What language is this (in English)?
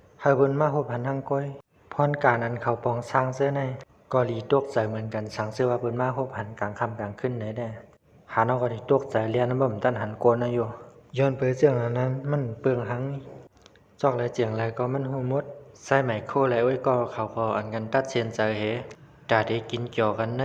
Shan